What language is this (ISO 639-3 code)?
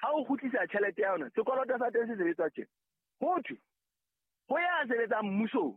sot